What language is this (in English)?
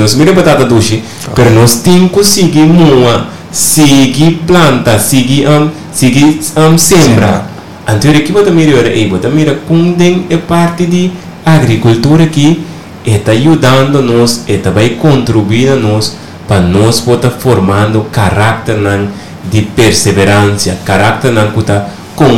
Papiamento